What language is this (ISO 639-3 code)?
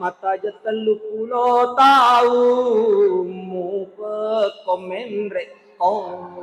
bug